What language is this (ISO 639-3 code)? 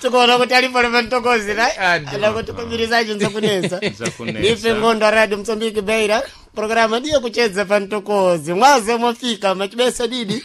seh